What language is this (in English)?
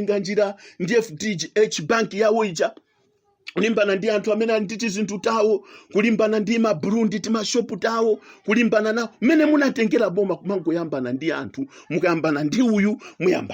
Nyanja